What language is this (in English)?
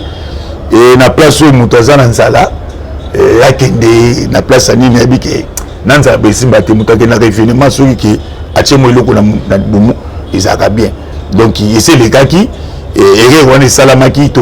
Lingala